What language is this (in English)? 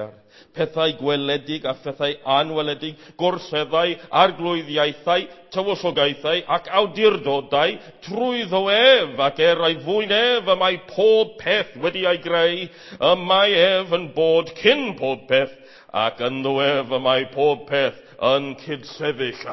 Welsh